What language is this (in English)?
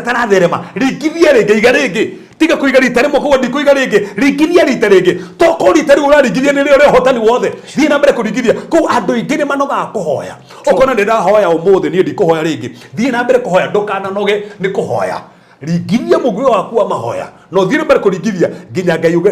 Kikuyu